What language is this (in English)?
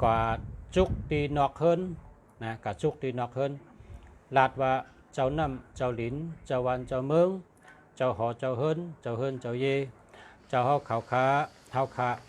Shan